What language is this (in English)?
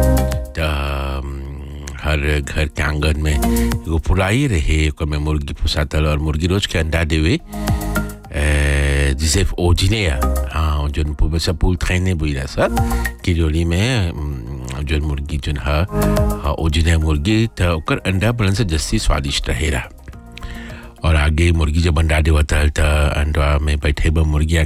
Bhojpuri